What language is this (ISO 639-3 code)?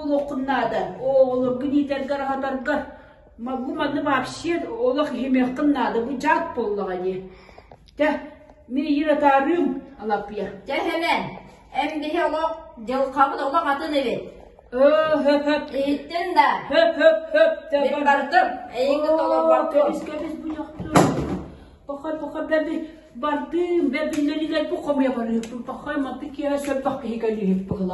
sah